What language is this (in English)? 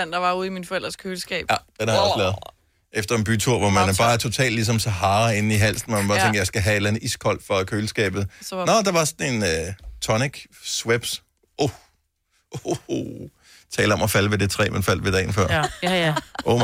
Danish